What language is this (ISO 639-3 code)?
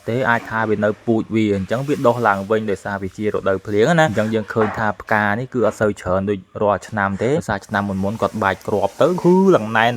khm